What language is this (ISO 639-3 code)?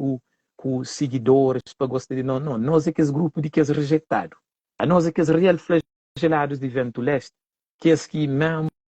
kea